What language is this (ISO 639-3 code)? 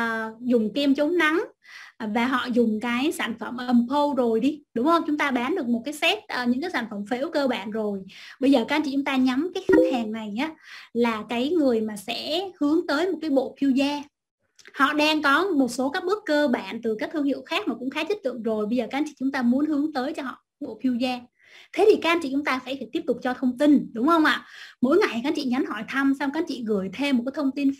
vie